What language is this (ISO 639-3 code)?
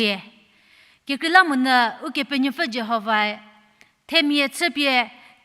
njm